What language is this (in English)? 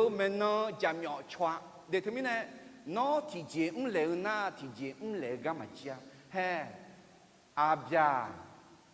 Akha